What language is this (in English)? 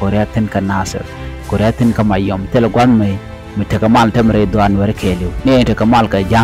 Nuer